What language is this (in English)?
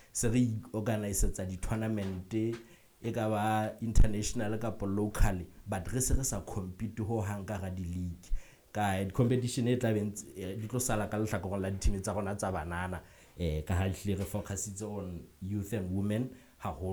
Southern Sotho